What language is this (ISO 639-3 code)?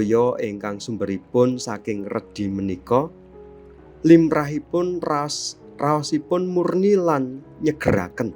jav